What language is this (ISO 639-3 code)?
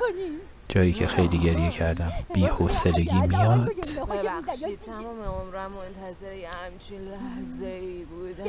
fas